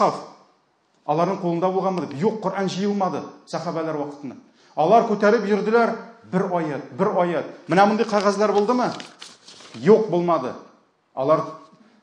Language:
Tatar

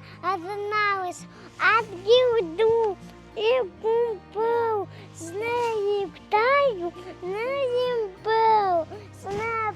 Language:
Abkhazian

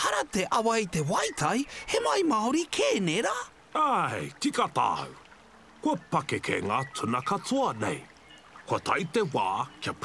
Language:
Māori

